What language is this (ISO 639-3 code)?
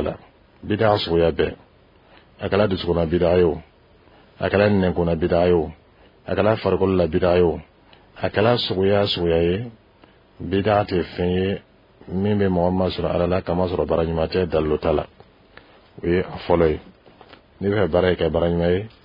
dyu